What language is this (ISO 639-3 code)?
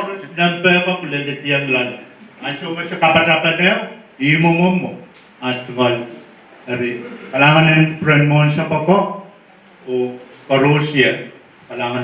pon